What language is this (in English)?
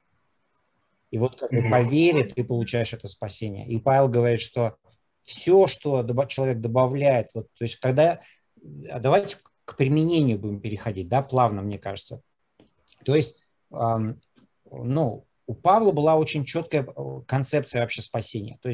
Russian